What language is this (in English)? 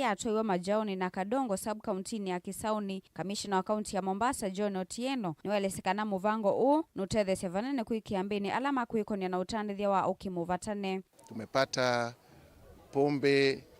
Kamba